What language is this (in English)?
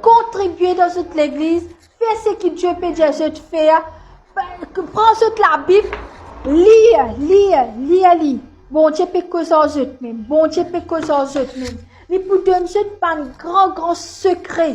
Morisyen